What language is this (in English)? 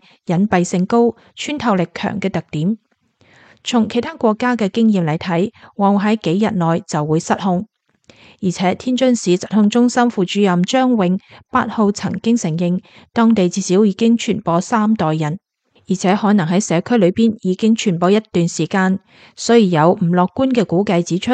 Cantonese